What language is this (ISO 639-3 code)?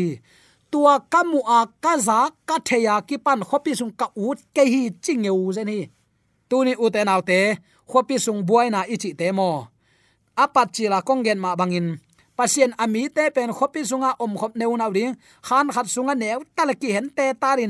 ctd